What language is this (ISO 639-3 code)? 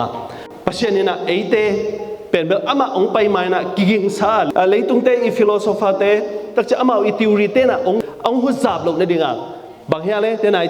ctd